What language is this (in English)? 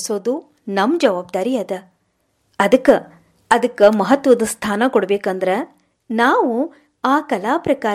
Kannada